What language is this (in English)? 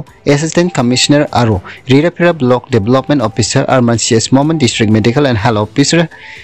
Garo